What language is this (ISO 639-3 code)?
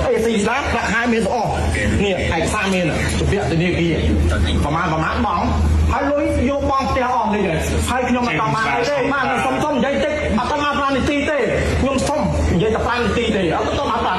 khm